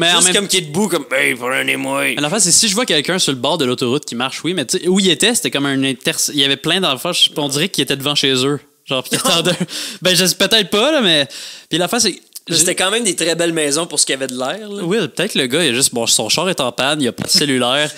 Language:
French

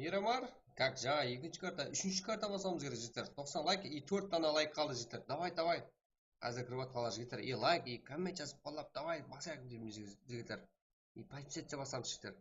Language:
Kara-Kalpak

